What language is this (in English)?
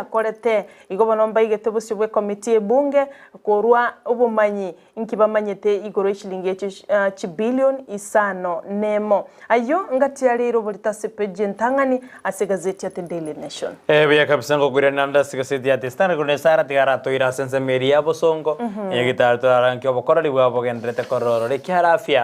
Gusii